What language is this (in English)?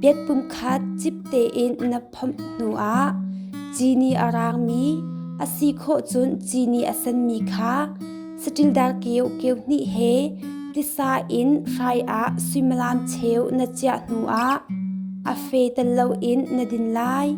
Hakha Chin